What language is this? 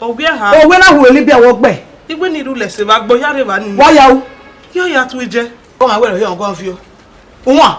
Bini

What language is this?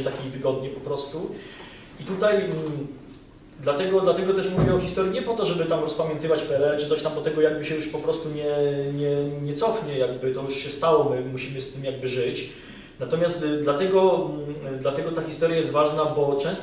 Polish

